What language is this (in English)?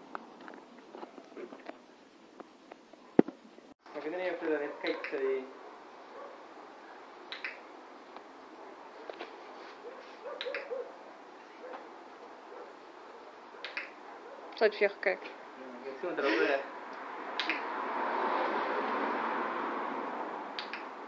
Afrikaans